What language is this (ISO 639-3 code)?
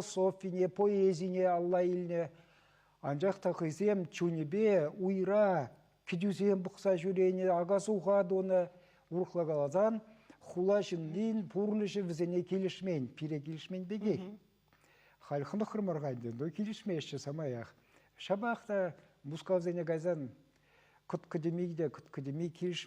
chv